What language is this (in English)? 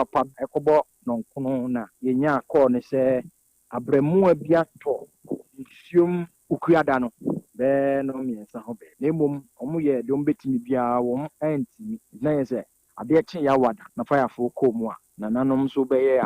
Akan